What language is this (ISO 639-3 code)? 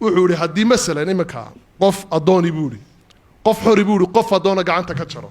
som